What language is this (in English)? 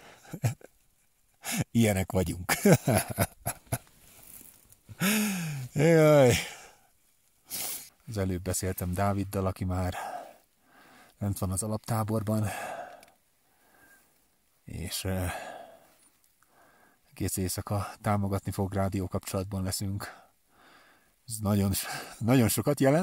Hungarian